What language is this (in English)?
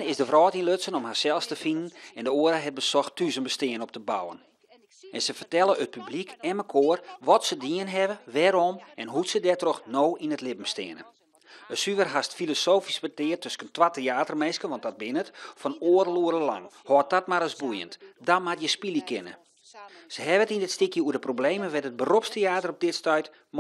Western Frisian